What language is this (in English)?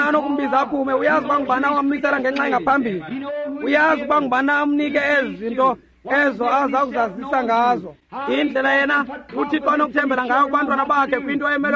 Xhosa